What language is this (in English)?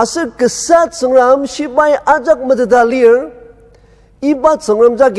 Ao Naga